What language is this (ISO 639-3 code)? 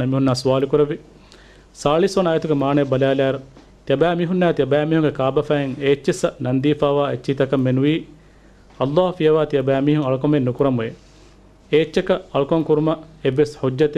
div